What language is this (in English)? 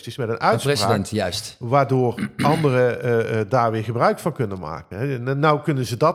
Dutch